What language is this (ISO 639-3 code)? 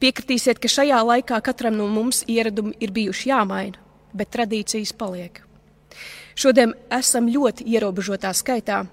lav